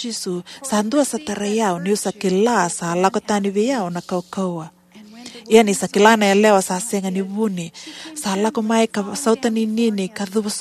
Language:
Fijian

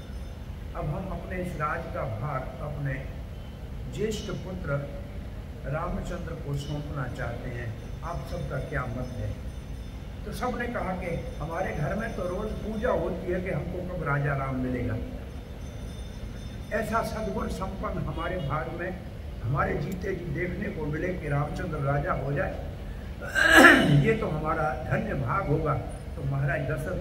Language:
Hindi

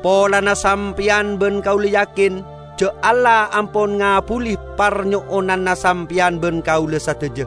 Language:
Madurese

